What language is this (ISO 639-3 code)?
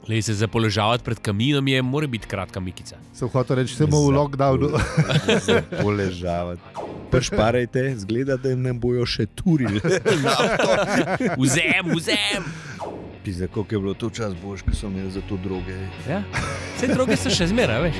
slv